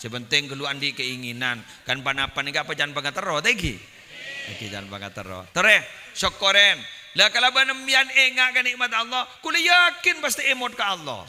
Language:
Madurese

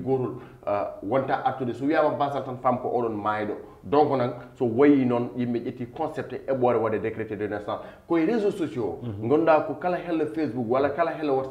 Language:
Fula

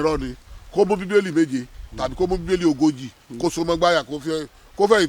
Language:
Yoruba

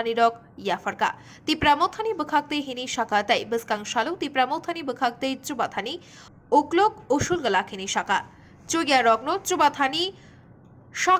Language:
Kok Borok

